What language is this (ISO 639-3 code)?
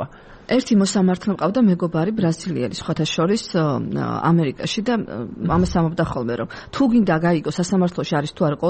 kat